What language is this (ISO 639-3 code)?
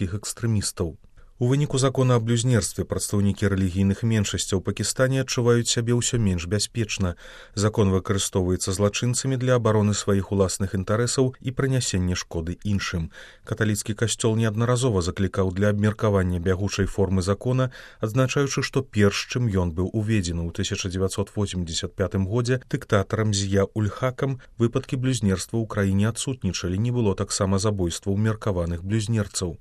bel